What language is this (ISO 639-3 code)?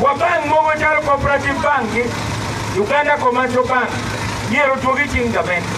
ach